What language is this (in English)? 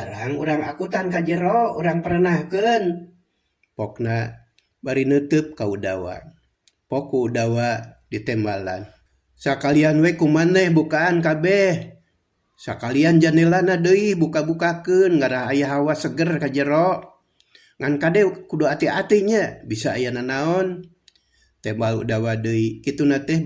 Sundanese